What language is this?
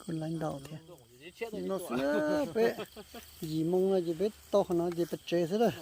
Hmong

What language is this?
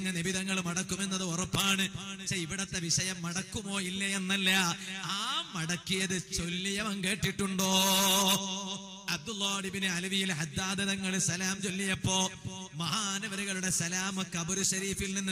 Malayalam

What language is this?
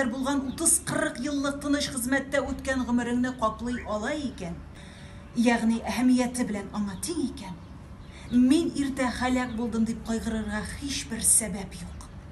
Tatar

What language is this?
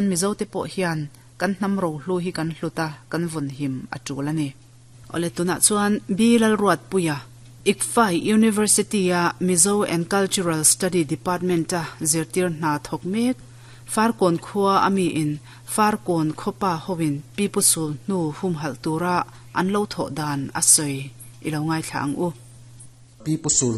Mizo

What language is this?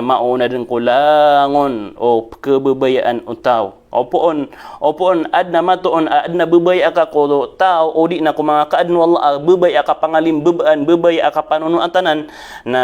Maranao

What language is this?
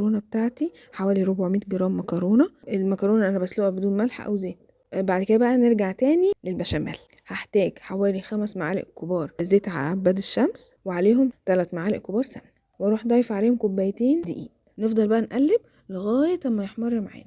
Egyptian Arabic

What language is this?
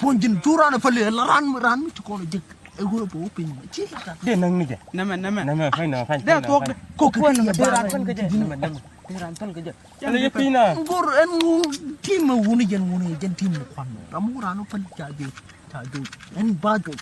Nuer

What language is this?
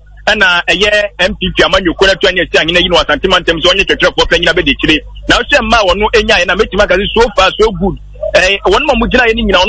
Akan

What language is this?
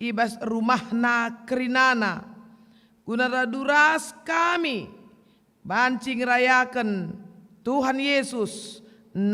Batak Karo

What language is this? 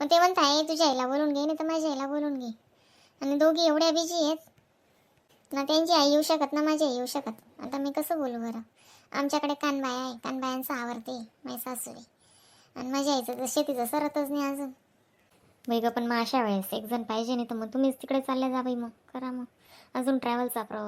Khandesi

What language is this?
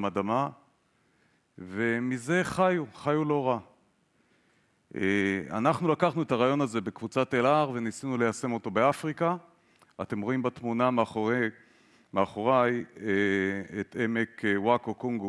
Hebrew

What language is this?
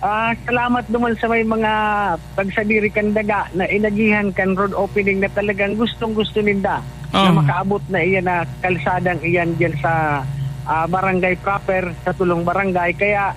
Bikol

